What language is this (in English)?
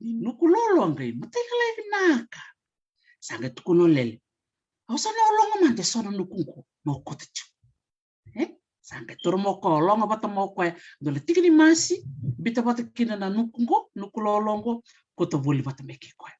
Fijian